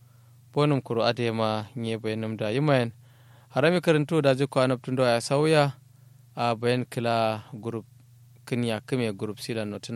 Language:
Kanuri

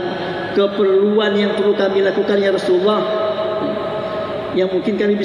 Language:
Indonesian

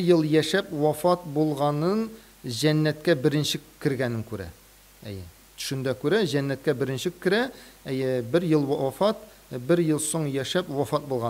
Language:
Tatar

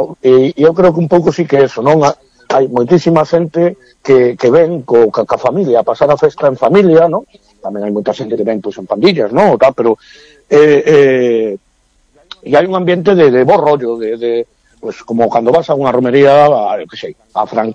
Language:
Galician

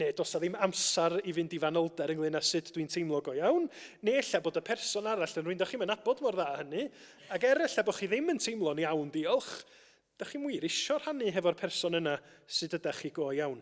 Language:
Welsh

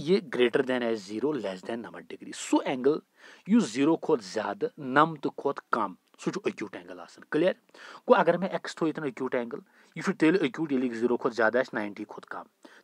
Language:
Kashmiri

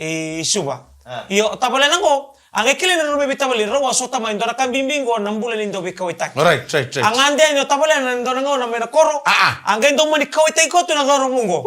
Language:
Fijian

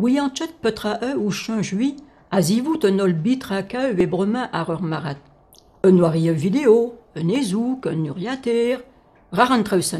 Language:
Breton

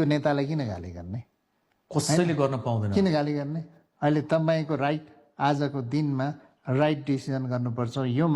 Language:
Nepali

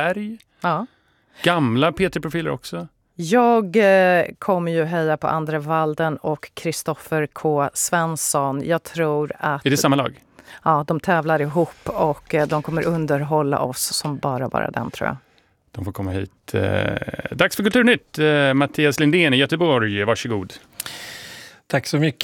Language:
Swedish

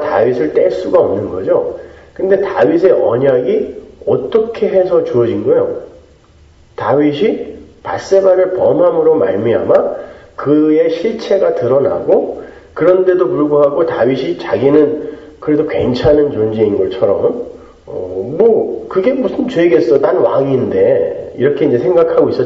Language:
Korean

